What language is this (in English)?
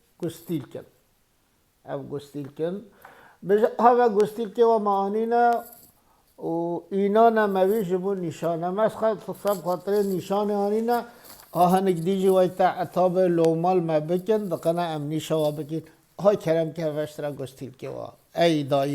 Kurdish